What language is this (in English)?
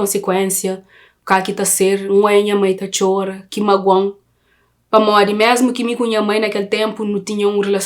Kabuverdianu